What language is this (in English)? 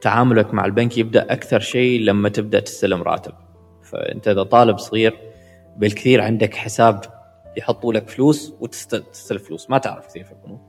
Gulf Arabic